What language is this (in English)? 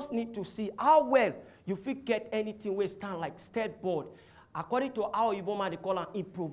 Nigerian Pidgin